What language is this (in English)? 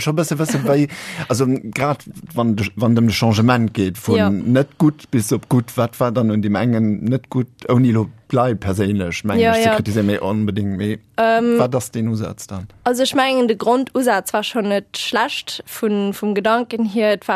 Luxembourgish